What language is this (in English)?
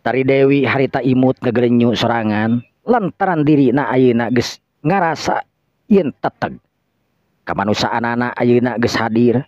Sundanese